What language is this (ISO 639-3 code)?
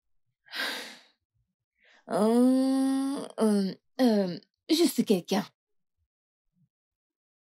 fra